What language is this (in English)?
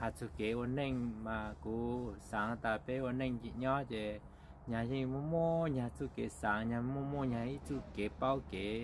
Hmong